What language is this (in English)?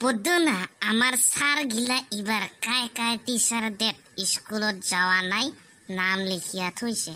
Assamese